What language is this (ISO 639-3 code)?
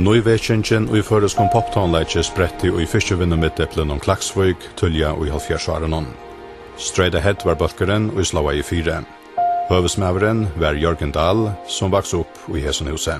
fao